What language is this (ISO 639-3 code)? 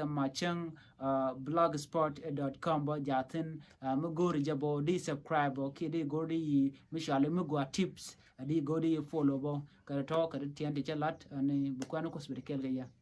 nus